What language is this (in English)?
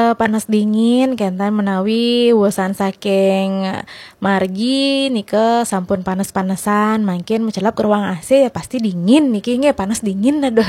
Balinese